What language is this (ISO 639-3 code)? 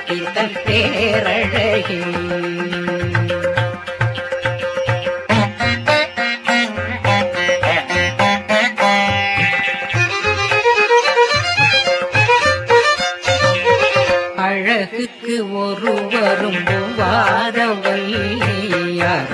tam